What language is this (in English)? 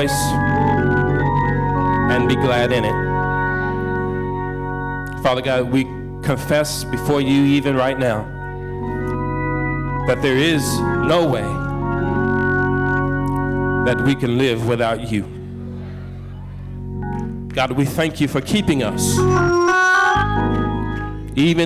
English